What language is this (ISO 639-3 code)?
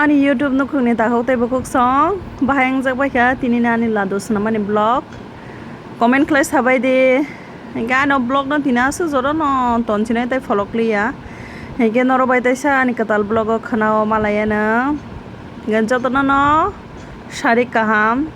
trp